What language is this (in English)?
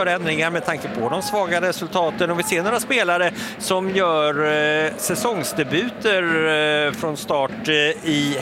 Swedish